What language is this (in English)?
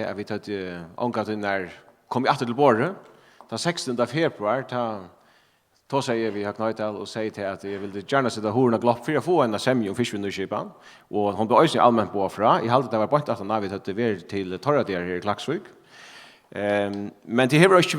Faroese